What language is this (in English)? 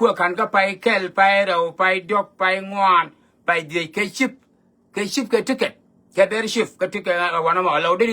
Nuer